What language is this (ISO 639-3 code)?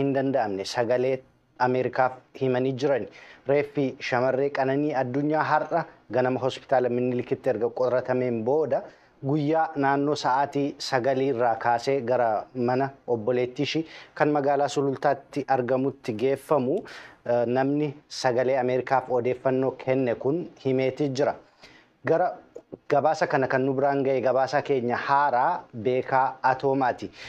orm